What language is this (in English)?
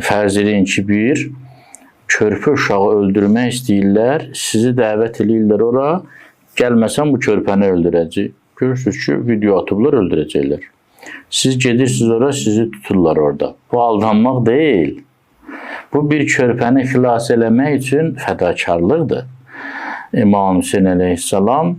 Azerbaijani